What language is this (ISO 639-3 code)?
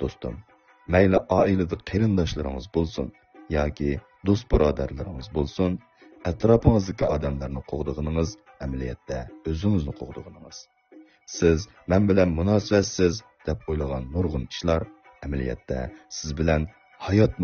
uig